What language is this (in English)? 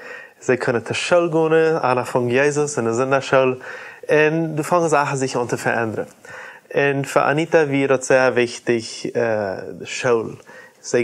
Plautdietsch